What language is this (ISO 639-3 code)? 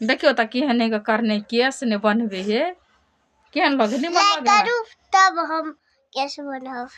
mai